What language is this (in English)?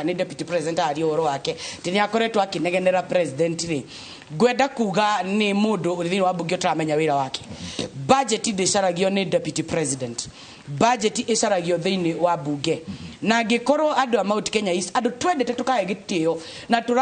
Kikuyu